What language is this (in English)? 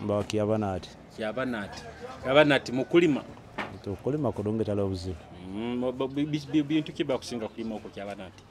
Tooro